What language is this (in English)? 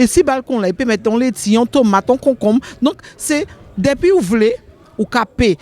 Guadeloupean Creole French